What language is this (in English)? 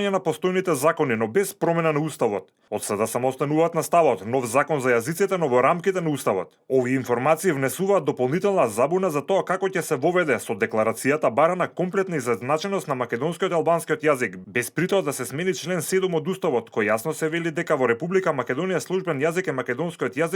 Macedonian